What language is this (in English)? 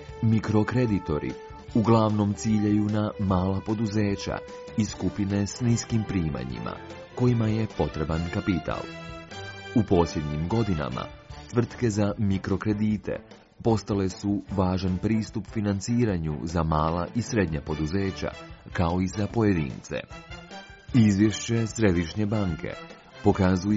Croatian